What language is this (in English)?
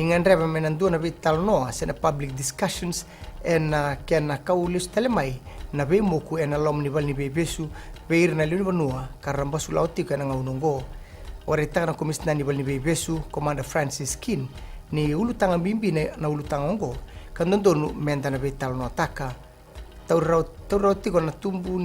Fijian